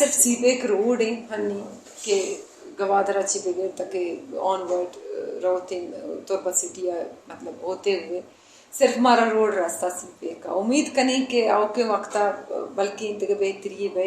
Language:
Brahui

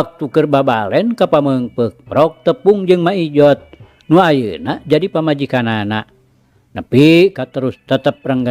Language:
Sundanese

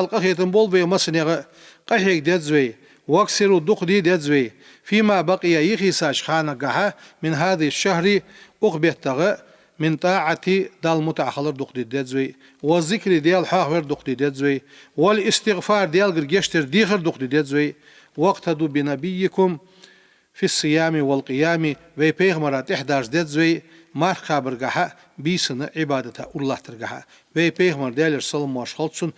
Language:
Ingush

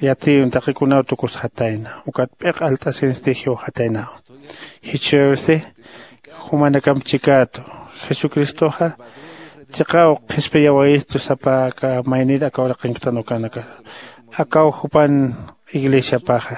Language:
Aymara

